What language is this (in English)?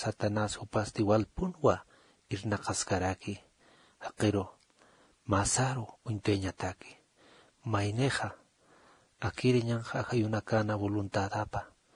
Aymara